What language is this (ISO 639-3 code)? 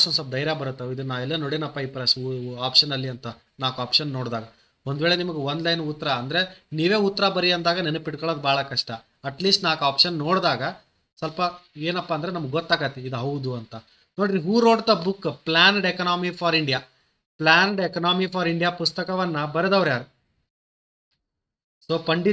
kan